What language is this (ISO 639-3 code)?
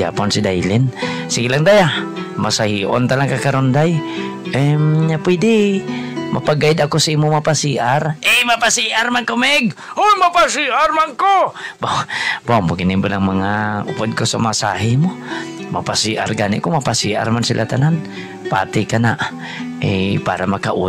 hil